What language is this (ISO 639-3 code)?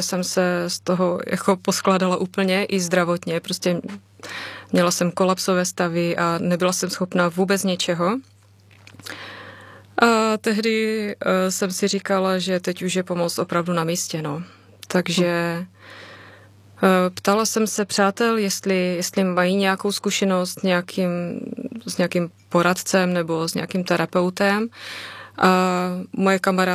ces